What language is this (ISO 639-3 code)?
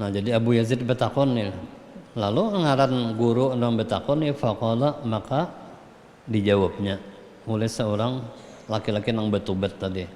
bjn